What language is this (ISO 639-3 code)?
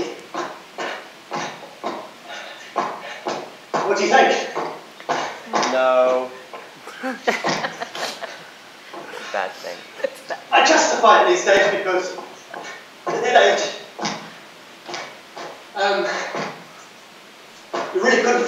eng